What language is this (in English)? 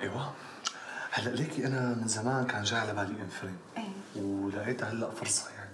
North Levantine Arabic